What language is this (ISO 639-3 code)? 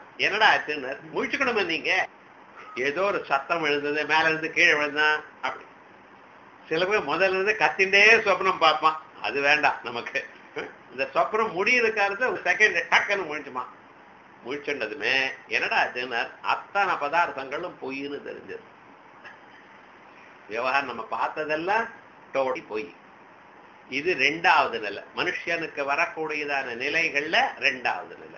tam